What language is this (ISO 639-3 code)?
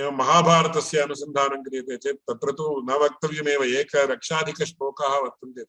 san